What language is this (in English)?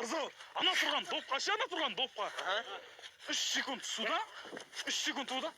Kazakh